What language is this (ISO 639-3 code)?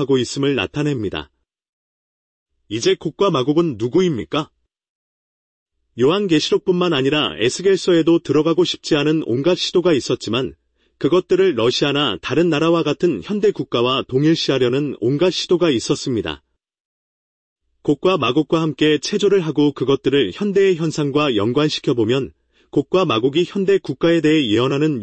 kor